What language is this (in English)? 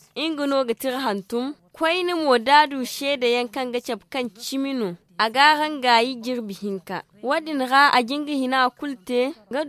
Zarma